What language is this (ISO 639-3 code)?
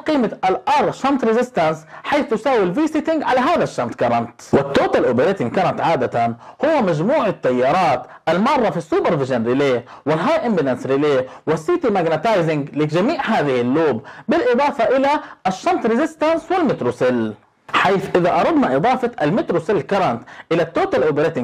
ara